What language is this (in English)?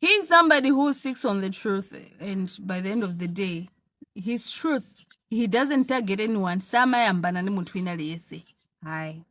Nyanja